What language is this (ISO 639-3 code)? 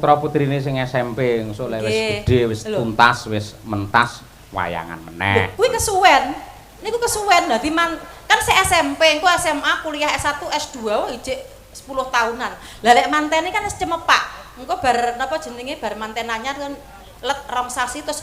jav